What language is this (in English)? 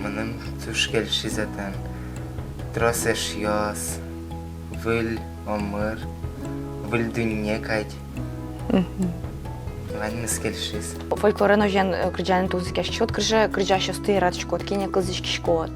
Udmurt